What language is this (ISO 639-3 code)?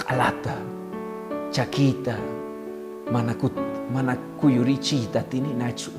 que